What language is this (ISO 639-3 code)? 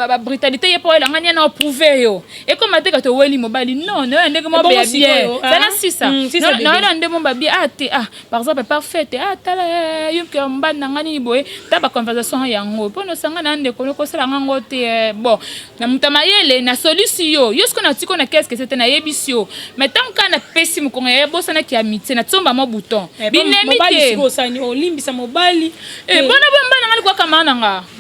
lin